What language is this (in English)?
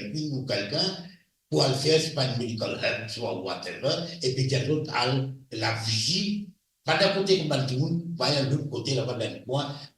Morisyen